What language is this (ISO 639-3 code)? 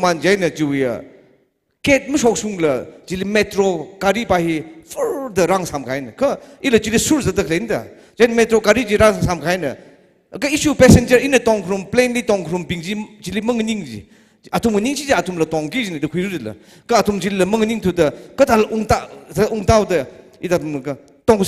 nmf